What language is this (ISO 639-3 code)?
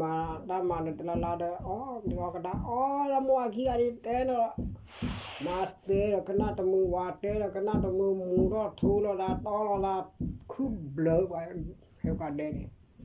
ksw